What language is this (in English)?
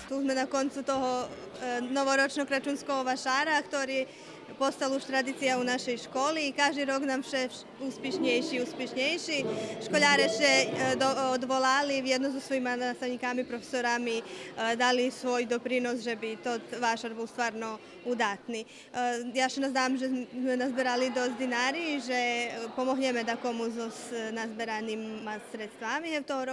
Rusyn